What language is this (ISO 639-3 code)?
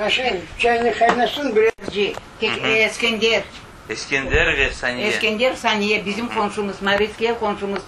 crh